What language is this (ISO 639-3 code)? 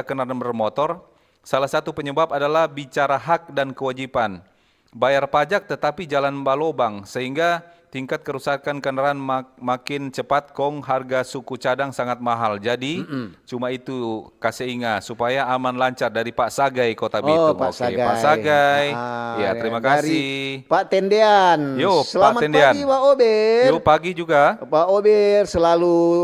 xmm